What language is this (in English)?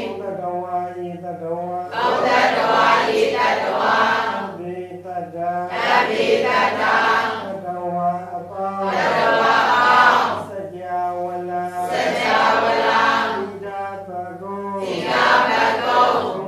Burmese